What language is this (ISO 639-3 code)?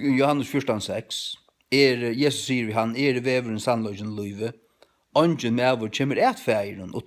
fao